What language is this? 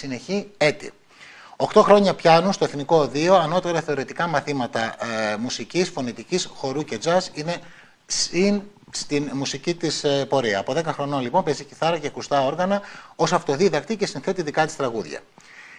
Greek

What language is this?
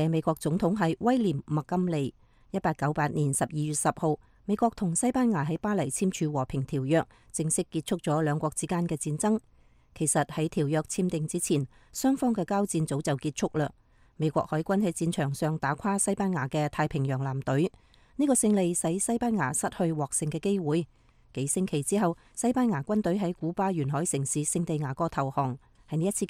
Cantonese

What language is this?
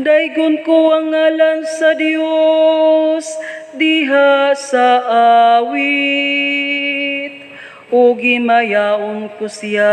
Cebuano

